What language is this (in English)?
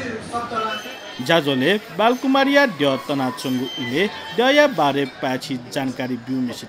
Newari